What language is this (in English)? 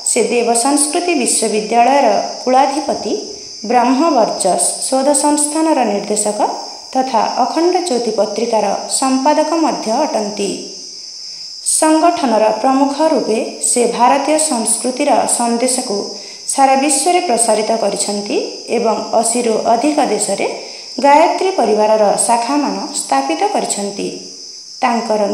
Odia